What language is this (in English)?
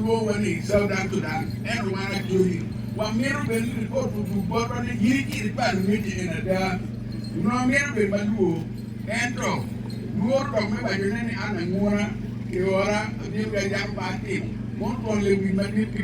Acoli